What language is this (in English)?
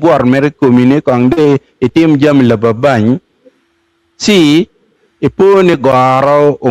Acoli